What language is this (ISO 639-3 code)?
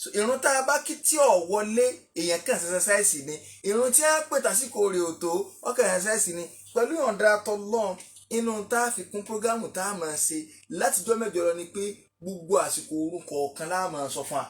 yor